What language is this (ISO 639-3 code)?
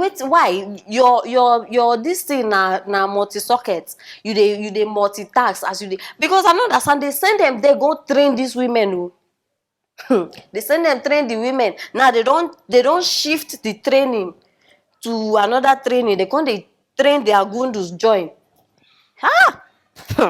pcm